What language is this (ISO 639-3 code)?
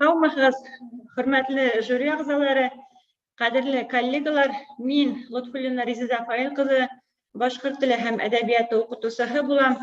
bak